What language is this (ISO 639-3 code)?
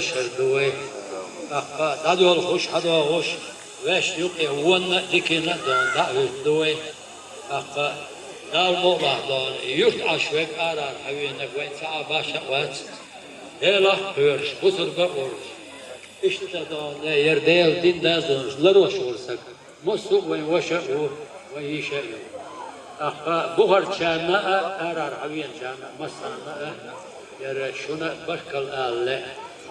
che